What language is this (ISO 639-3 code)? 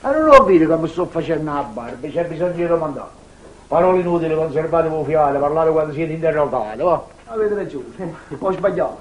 nap